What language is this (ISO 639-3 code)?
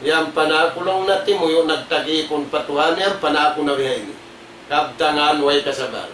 tsg